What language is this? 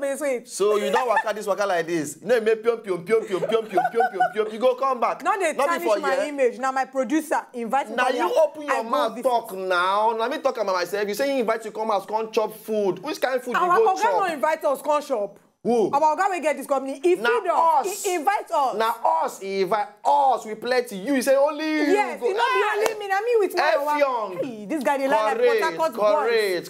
Nigerian Pidgin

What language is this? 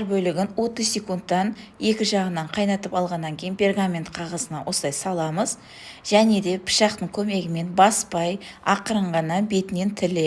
Kazakh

